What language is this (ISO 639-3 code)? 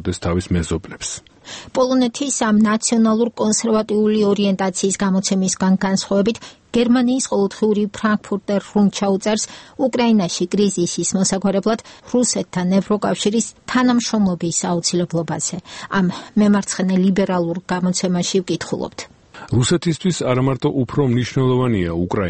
kat